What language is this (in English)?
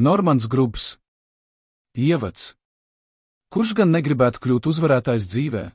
Latvian